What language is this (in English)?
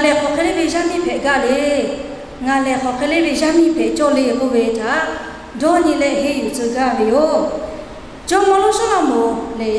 Lahu